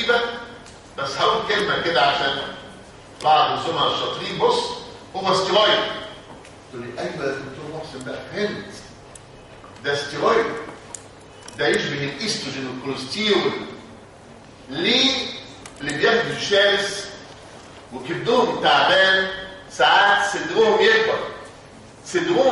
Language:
Egyptian Arabic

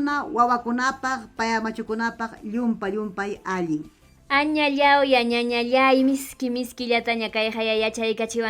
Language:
Ayacucho Quechua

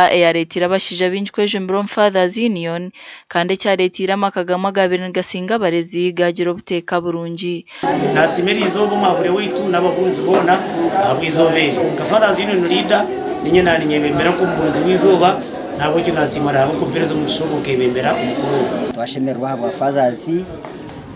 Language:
Nyankole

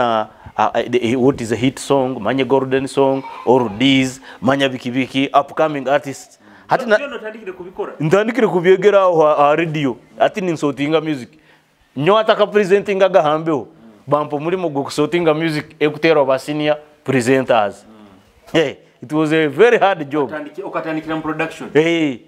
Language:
Nyoro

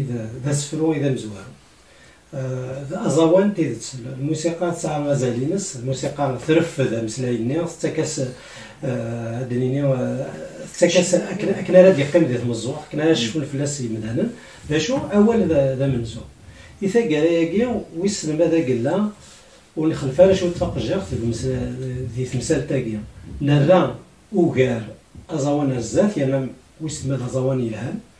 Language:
Kabyle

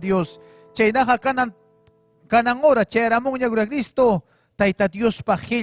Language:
Ayacucho Quechua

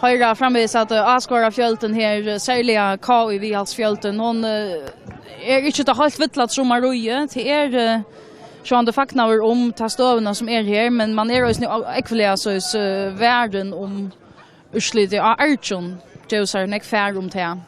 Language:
Faroese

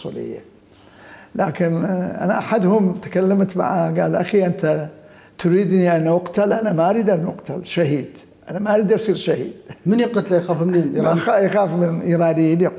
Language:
Mesopotamian Arabic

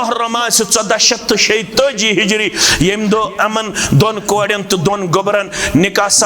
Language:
Kashmiri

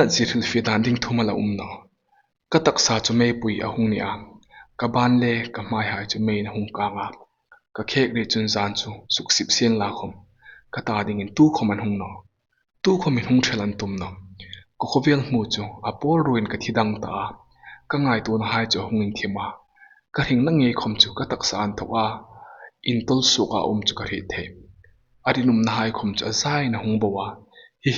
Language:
Hmar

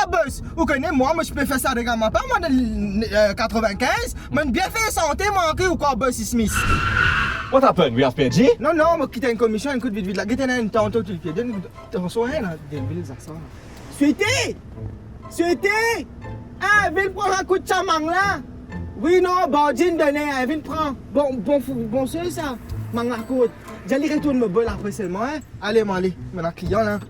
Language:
Morisyen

